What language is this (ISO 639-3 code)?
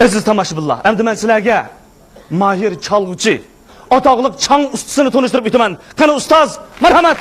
uig